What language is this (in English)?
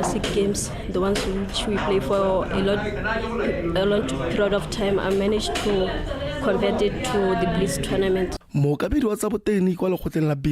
Tswana